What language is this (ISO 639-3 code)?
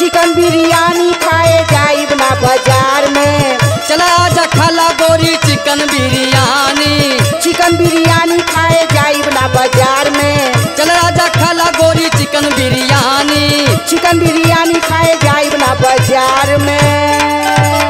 bho